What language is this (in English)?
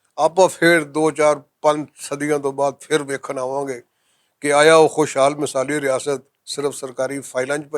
Western Panjabi